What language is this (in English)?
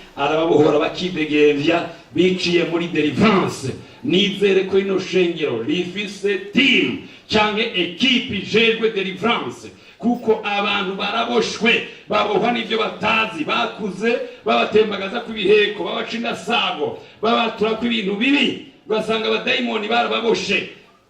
Rundi